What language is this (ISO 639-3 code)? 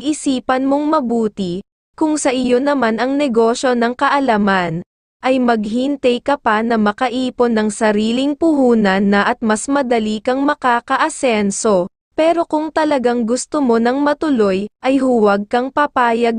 fil